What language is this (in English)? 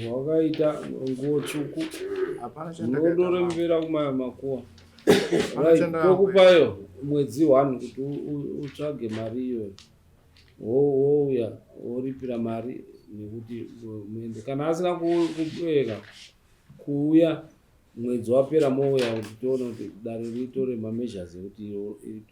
Shona